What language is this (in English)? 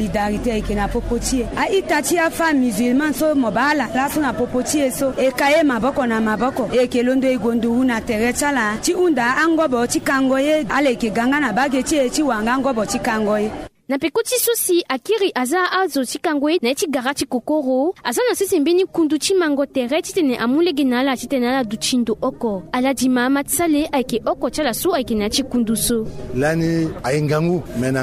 Sango